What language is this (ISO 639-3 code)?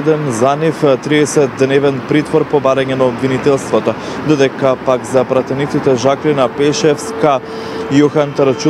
mkd